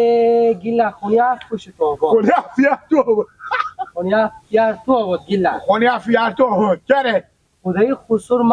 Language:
Persian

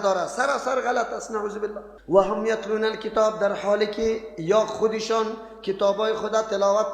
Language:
Persian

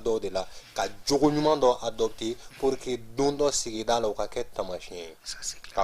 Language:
Bambara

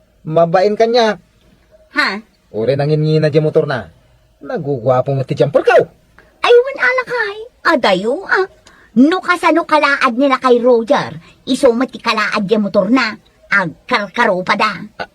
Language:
Iloko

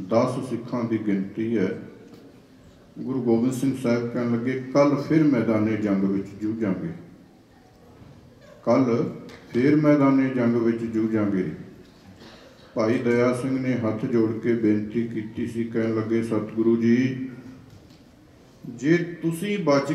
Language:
Punjabi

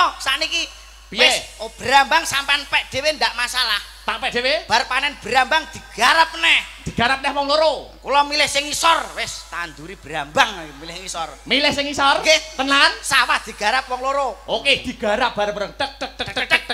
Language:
Javanese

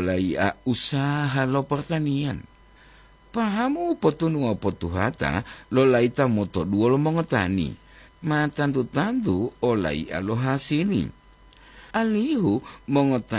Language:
Gorontalo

